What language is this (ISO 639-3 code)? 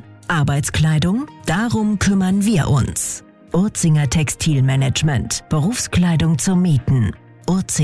deu